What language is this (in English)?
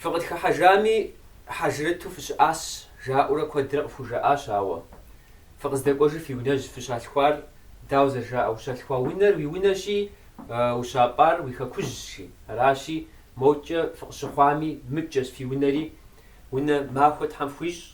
Kabardian